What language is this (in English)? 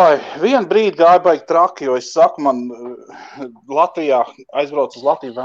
Latvian